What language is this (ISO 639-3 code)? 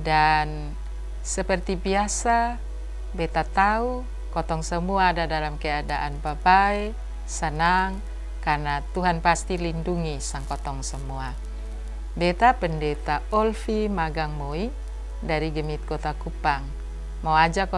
mkn